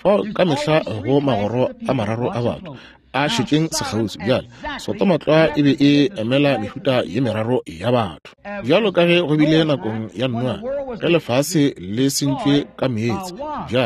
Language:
Northern Sotho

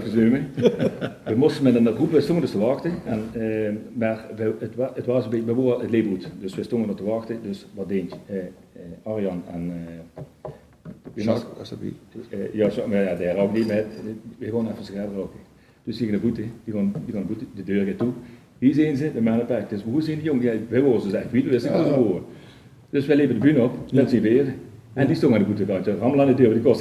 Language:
Limburgish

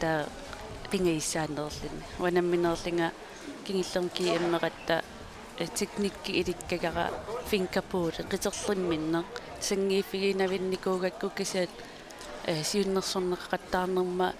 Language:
Kalaallisut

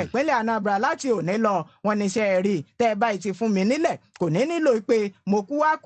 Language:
Yoruba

